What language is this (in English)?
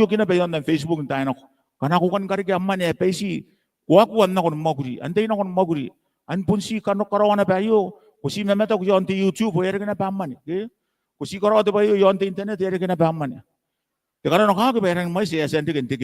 Gilbertese